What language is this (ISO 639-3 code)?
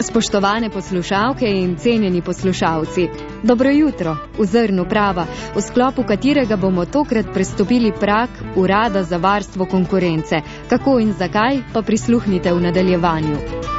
slv